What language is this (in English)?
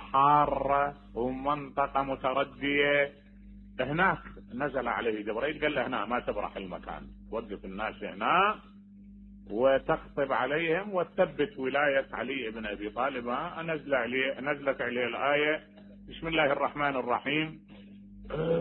Mesopotamian Arabic